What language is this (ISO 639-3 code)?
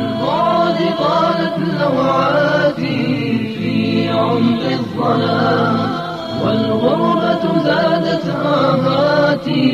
bos